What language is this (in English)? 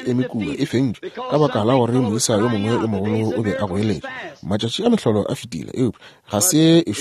Northern Sotho